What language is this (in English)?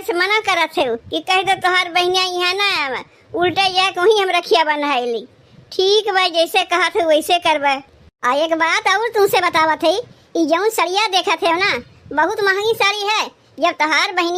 Awadhi